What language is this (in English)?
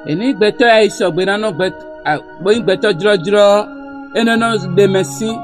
Fon